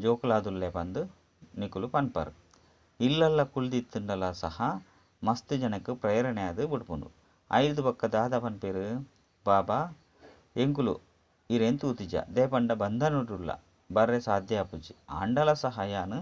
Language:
Tulu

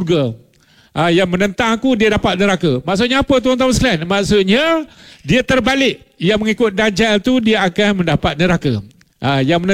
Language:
Malay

